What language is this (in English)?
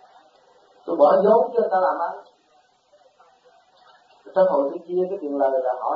Vietnamese